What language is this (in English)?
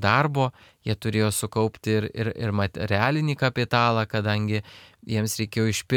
Lithuanian